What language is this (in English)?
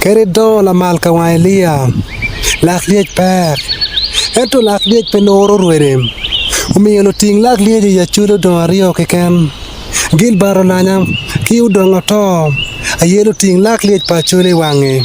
Acoli